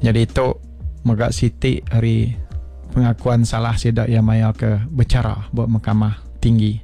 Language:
Iban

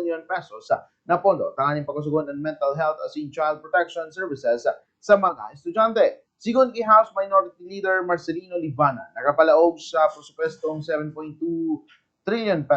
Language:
Bikol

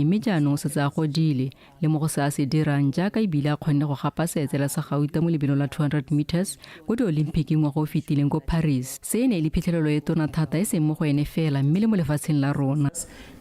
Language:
Tswana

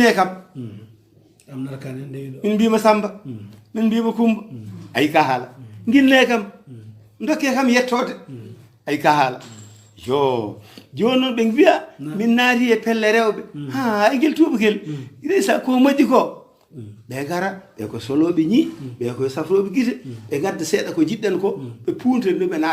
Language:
Fula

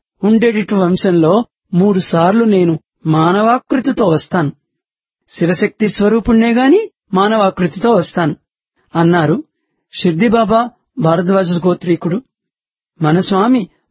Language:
Telugu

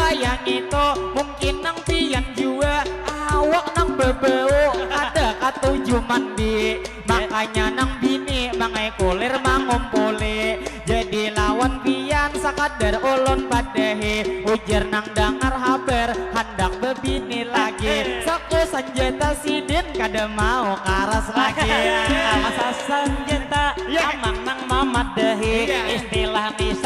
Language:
Banjar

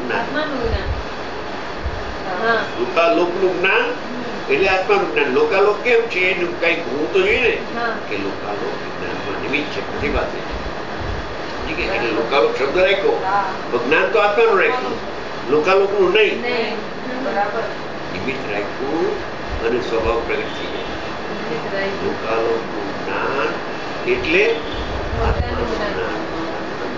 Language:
Gujarati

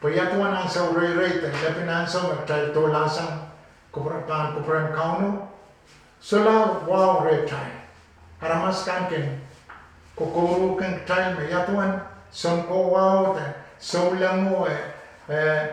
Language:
Pohnpeian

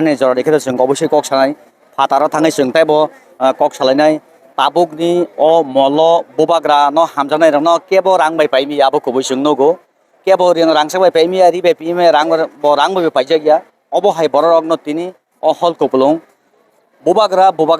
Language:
Kok Borok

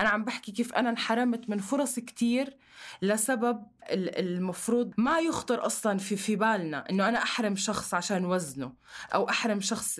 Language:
North Levantine Arabic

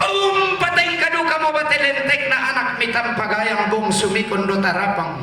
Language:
Toraja-Sa'dan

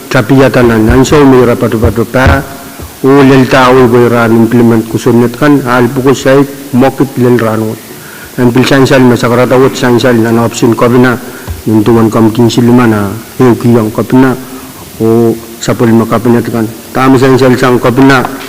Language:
Pohnpeian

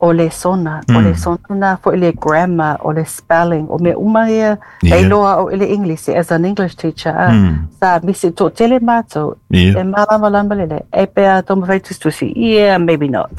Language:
Samoan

